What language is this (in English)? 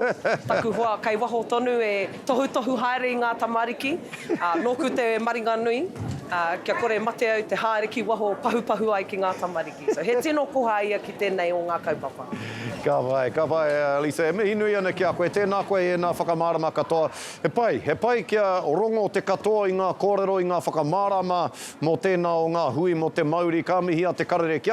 Māori